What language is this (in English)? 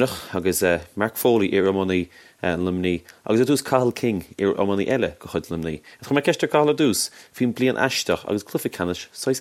Irish